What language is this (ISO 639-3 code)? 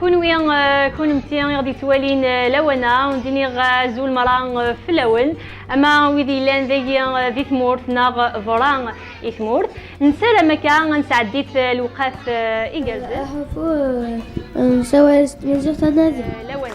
kab